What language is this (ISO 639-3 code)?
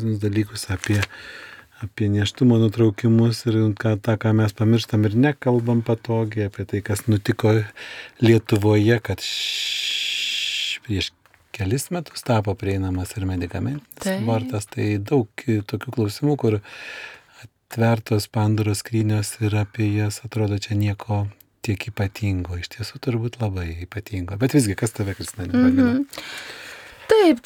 lit